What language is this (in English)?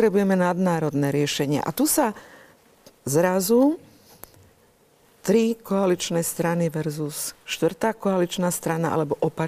Slovak